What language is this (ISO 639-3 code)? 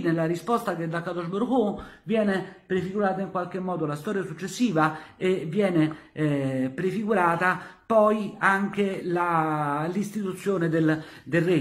ita